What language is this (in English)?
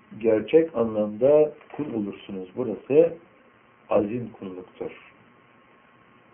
Turkish